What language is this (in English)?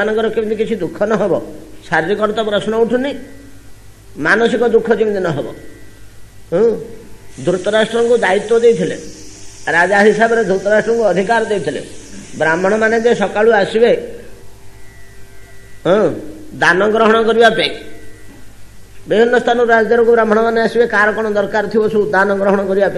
Odia